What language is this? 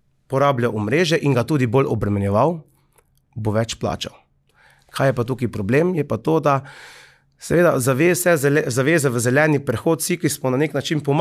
Slovenian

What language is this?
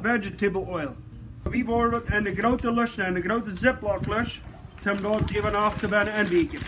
Plautdietsch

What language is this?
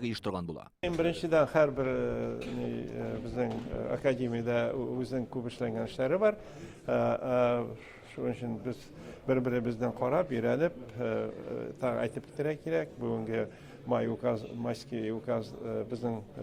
Tatar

